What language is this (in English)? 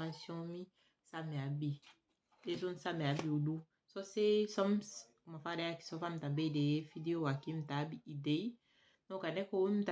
Saramaccan